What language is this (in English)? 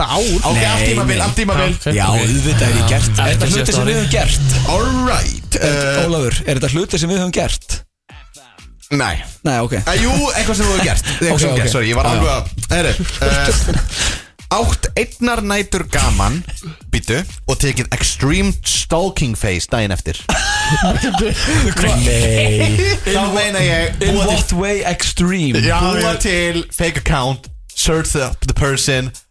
Icelandic